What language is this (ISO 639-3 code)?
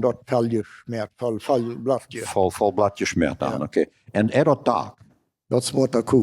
pdt